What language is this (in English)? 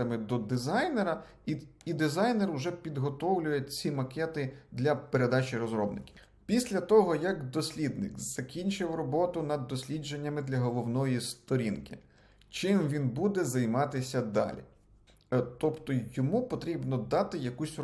Ukrainian